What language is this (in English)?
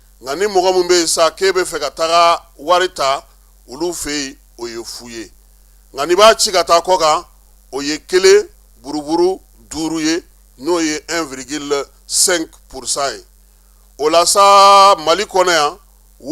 Bambara